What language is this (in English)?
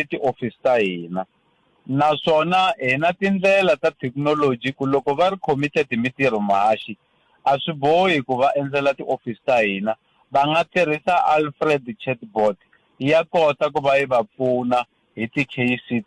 Tsonga